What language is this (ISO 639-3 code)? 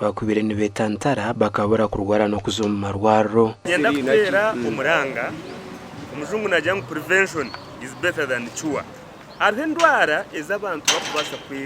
nyn